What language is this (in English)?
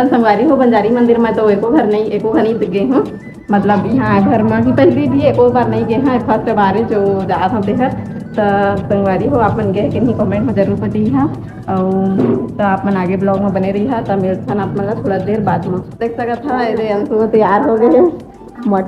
Chhattisgarhi